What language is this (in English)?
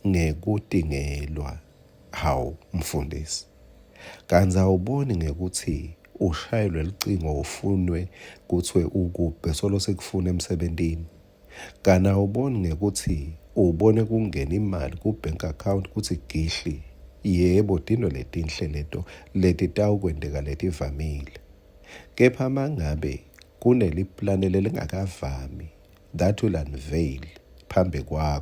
Swati